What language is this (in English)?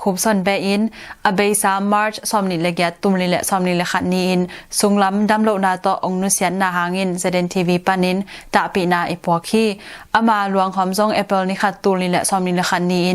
Tedim Chin